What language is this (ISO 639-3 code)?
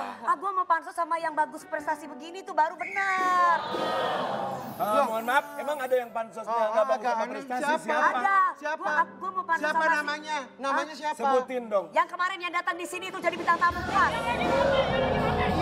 ind